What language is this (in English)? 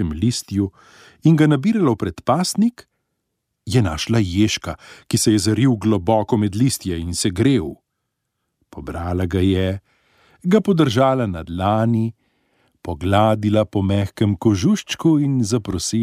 Slovenian